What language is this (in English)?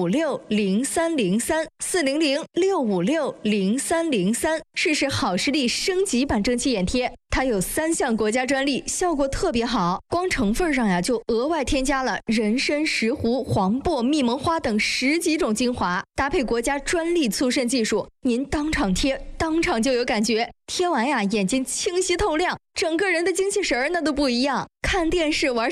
Chinese